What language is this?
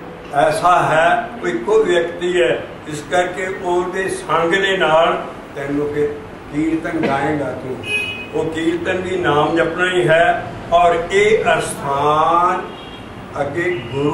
Punjabi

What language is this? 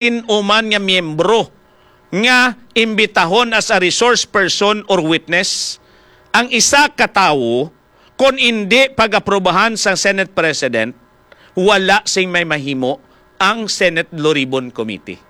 Hiligaynon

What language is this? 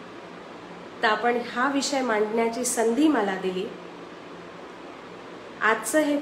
Marathi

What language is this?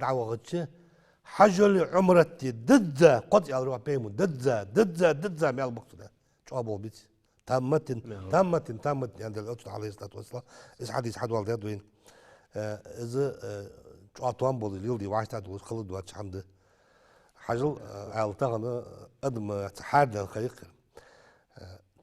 Ingush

